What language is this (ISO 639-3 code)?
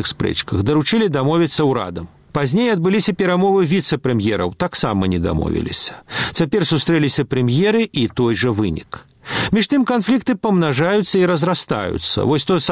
bel